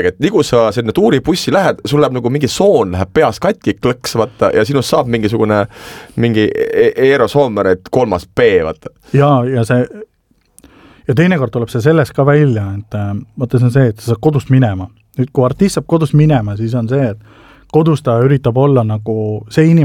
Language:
Estonian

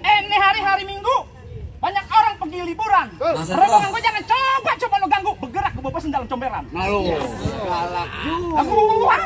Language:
Betawi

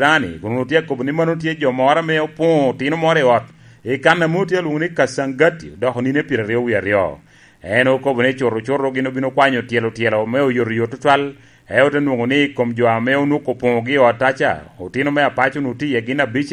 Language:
Lango (Uganda)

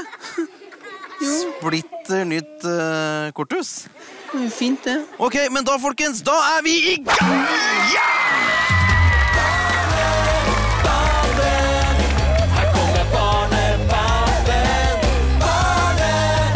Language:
Norwegian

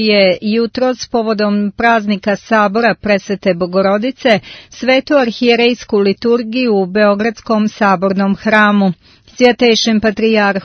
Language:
Serbian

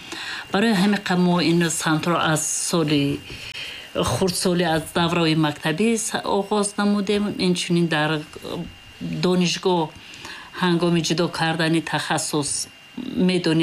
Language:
Tajik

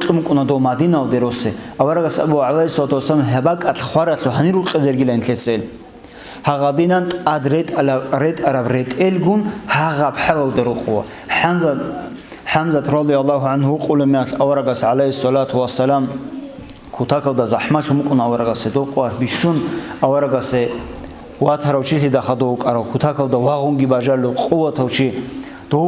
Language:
Avaric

